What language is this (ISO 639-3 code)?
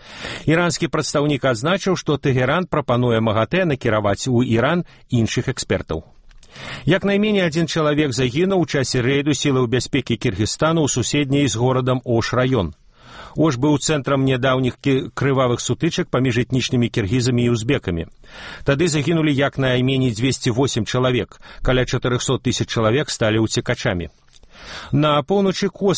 bel